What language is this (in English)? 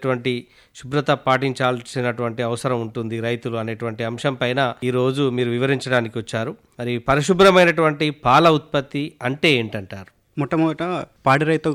Telugu